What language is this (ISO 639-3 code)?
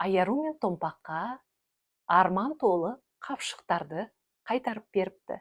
kaz